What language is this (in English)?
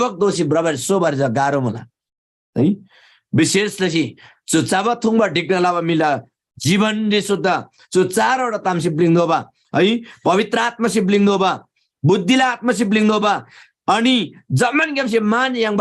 Eastern Tamang